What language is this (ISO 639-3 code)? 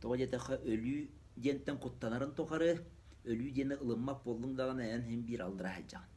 sah